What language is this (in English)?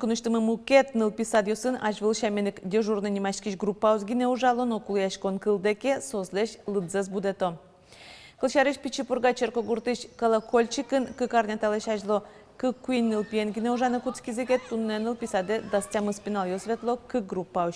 Udmurt